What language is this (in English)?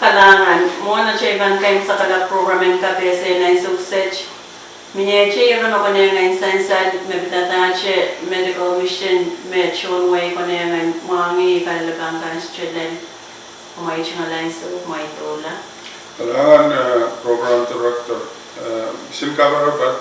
Pohnpeian